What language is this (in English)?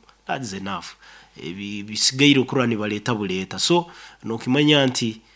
Nyoro